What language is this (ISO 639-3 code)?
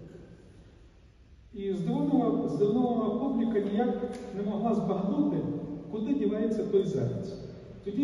ukr